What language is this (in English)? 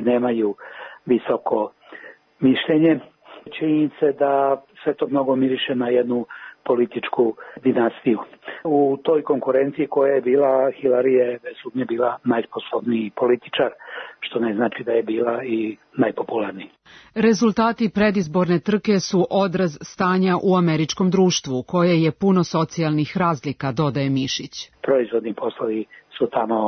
Serbian